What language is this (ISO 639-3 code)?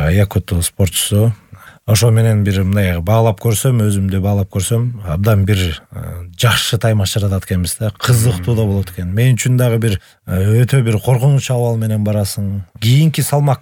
kir